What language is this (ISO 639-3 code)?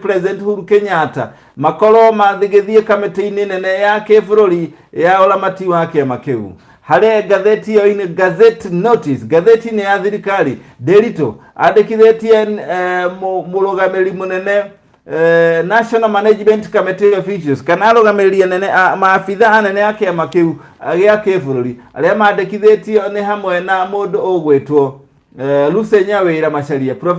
kik